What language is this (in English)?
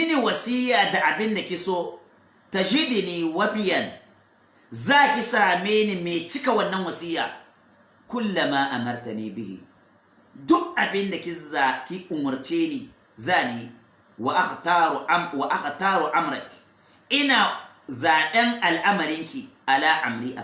Hausa